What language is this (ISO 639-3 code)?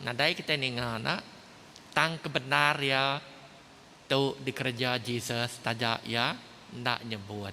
iba